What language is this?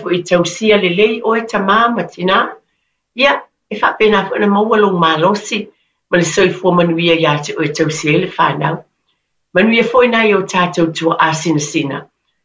Samoan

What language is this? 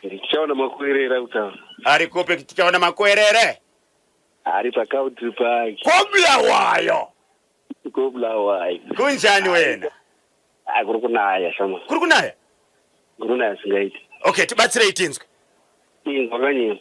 Shona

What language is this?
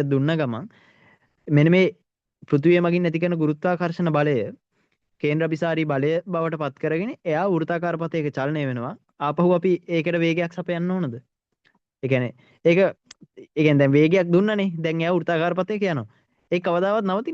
Sinhala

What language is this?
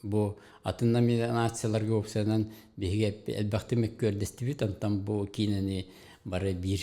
Yakut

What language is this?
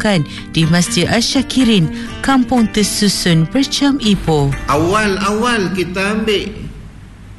Malay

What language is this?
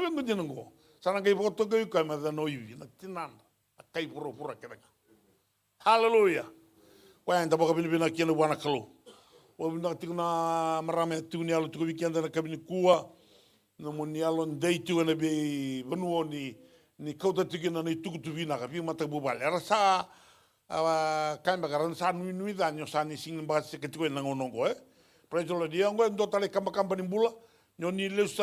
Fijian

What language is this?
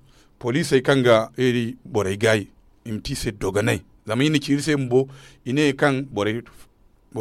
Zarma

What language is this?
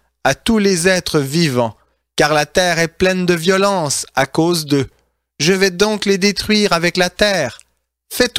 French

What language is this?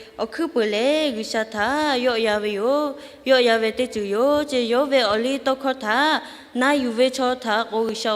Lahu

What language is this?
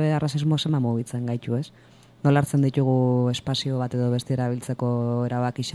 Basque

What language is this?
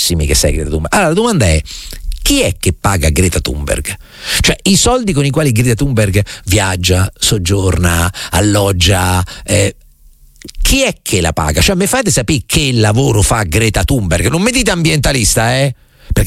Italian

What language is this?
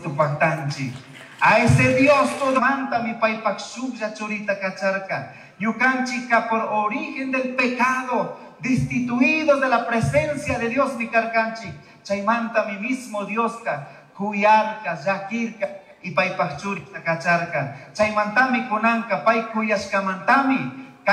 Chimborazo Highland Quichua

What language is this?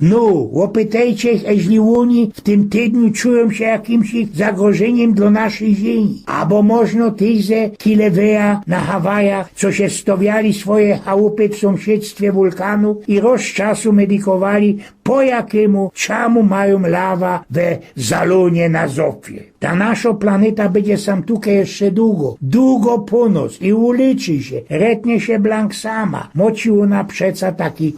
Silesian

